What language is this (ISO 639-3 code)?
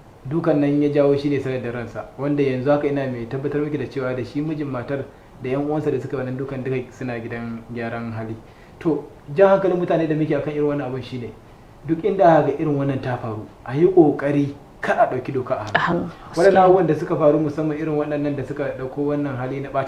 hau